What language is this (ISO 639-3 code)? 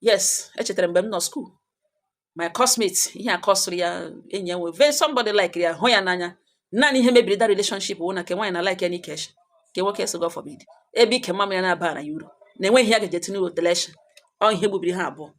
ibo